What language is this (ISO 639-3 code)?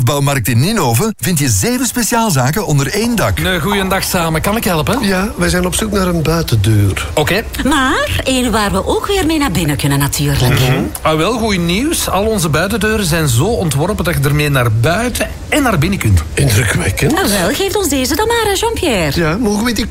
nld